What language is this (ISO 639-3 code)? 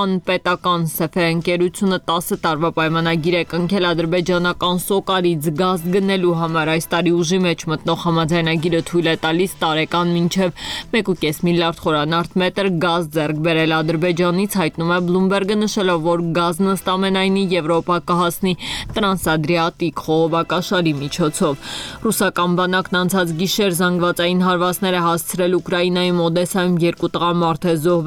hye